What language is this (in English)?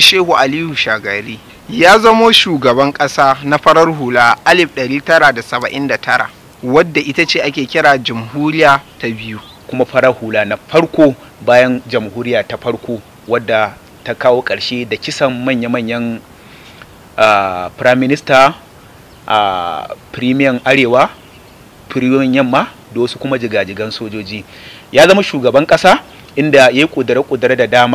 Hausa